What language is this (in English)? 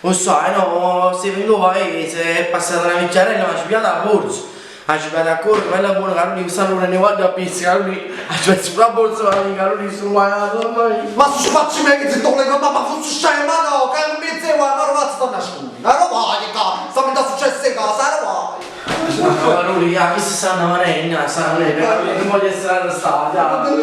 Neapolitan